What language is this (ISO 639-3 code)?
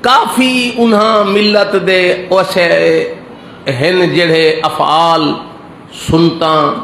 skr